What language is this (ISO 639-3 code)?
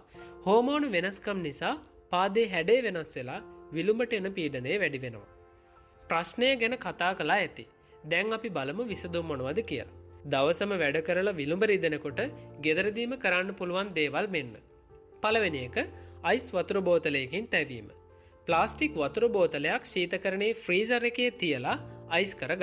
sin